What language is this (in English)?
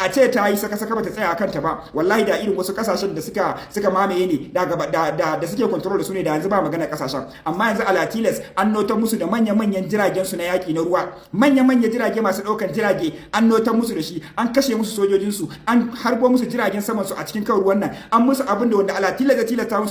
Hausa